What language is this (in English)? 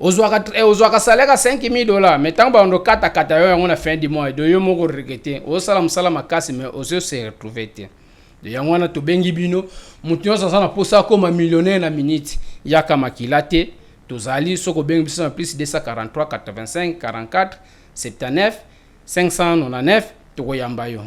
Lingala